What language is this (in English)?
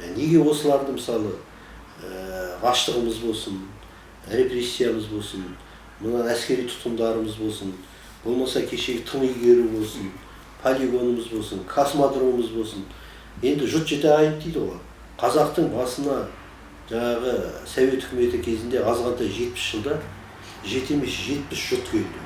Kazakh